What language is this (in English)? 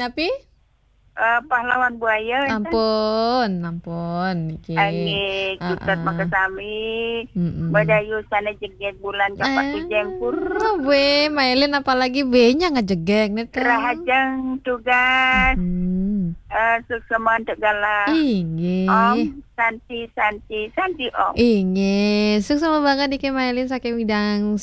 Balinese